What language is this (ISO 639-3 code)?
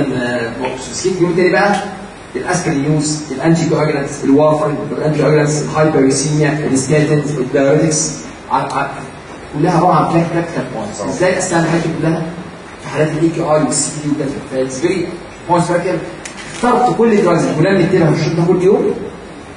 arz